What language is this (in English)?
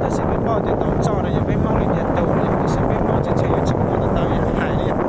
Hmong